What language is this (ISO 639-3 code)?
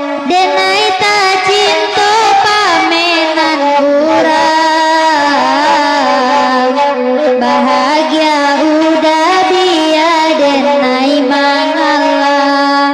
min